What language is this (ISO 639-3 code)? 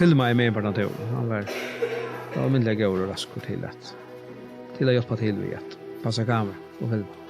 fao